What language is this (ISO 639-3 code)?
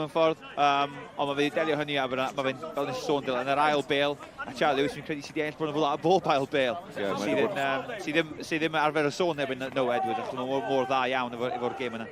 cym